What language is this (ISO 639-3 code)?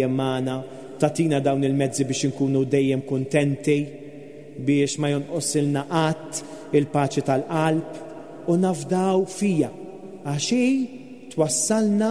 mlt